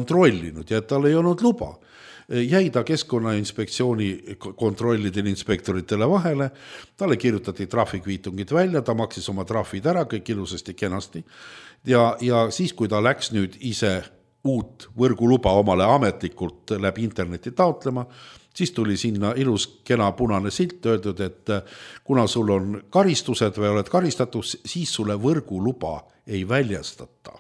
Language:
Estonian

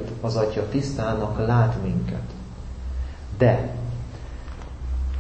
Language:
Hungarian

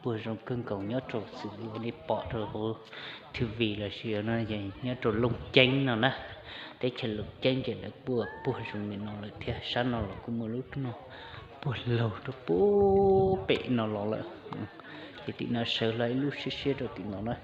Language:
Hmong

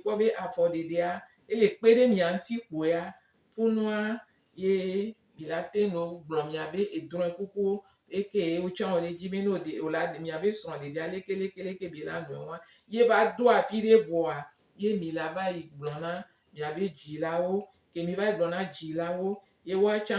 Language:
Gen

